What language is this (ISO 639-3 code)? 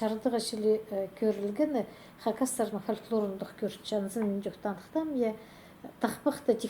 kjh